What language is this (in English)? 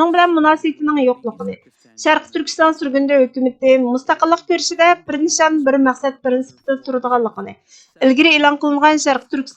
Uyghur